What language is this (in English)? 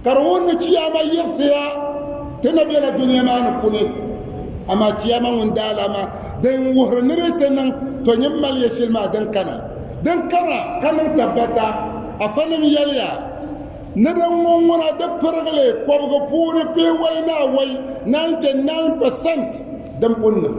Dagbani